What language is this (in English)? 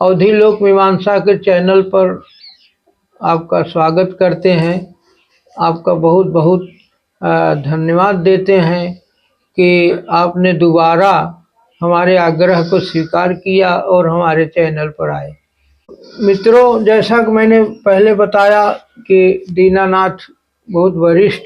Awadhi